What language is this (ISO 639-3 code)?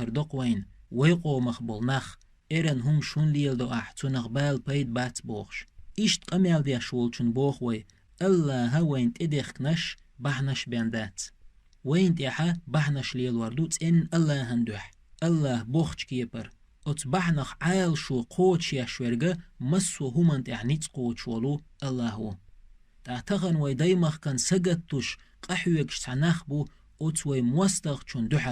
che